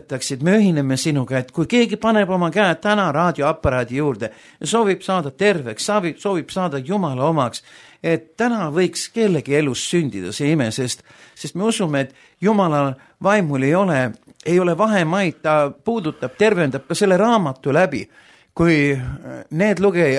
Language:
Estonian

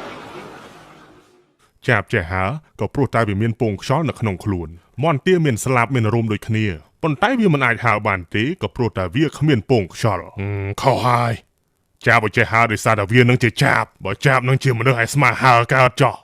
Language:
Khmer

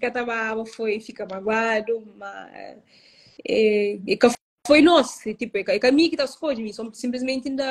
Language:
Kabuverdianu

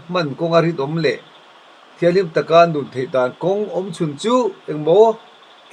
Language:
Mizo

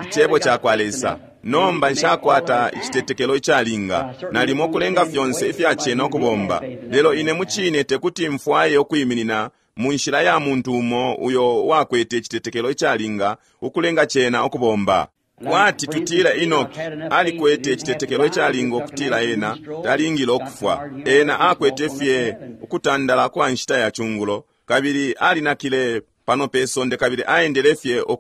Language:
Bemba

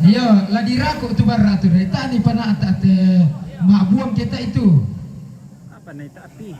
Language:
Toraja-Sa'dan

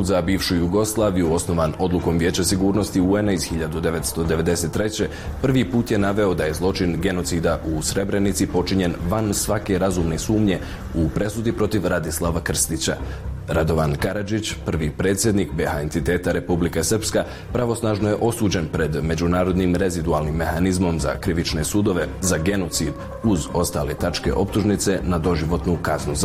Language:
Bosnian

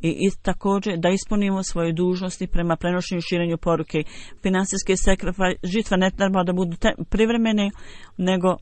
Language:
Bosnian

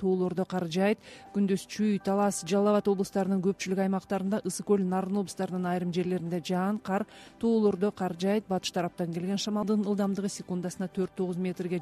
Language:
Kyrgyz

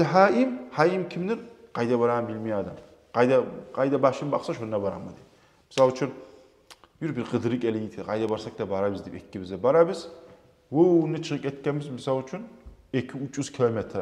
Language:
Kumyk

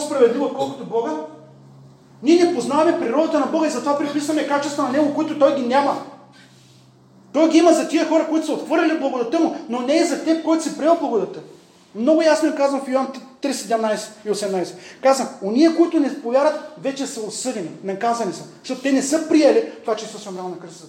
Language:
Bulgarian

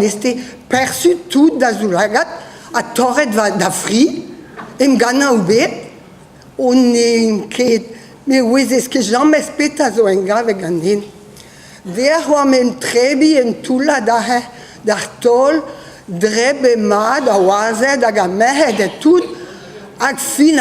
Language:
Breton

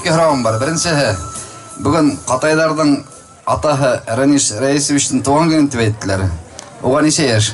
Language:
Bashkir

